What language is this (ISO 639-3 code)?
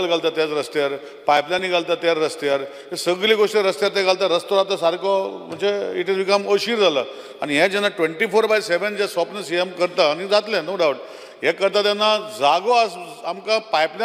kok